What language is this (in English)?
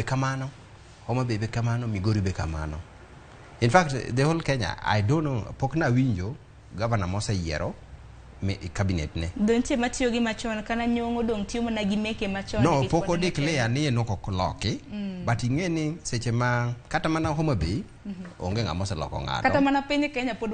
Luo (Kenya and Tanzania)